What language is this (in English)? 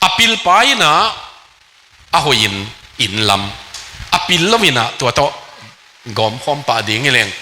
Tedim Chin